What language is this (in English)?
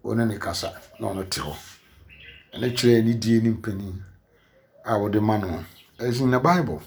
Akan